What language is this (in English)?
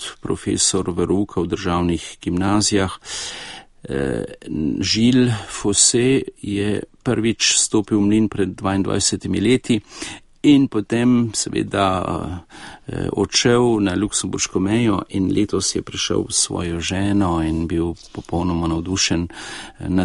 Slovenian